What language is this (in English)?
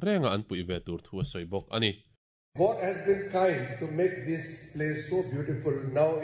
Mizo